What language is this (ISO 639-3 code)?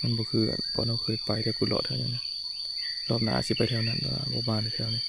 tts